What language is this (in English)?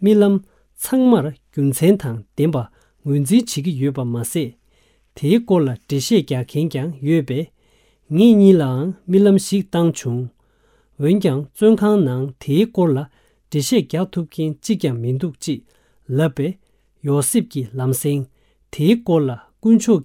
Tibetan